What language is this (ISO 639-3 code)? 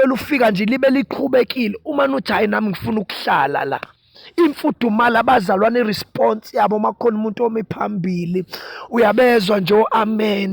zul